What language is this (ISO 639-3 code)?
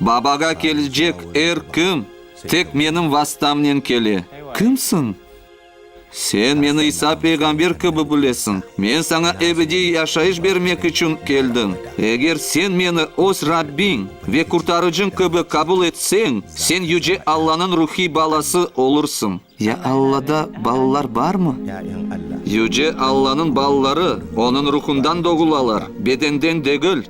crh